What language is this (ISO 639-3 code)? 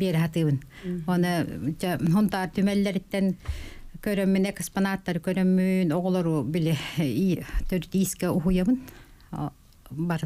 sah